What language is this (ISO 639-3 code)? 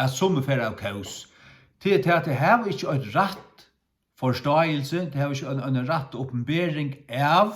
fao